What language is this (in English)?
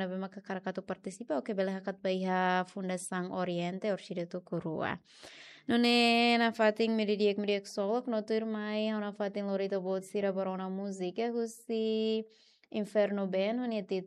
Tetum